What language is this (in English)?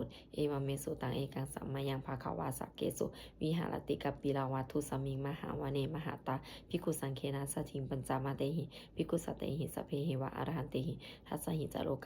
Pali